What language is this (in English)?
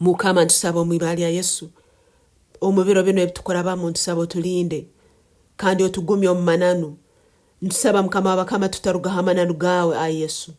Nyoro